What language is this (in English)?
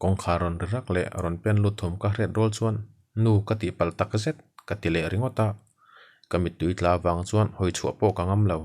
Mizo